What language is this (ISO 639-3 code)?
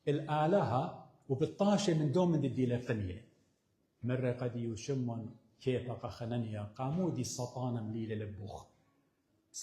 aii